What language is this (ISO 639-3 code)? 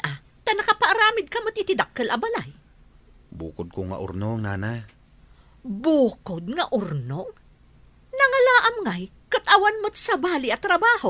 ilo